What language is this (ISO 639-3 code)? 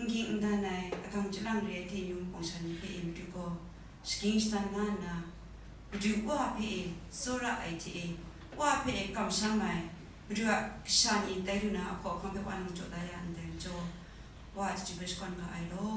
kac